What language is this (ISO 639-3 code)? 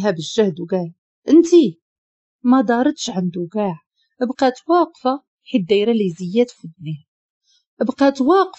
ary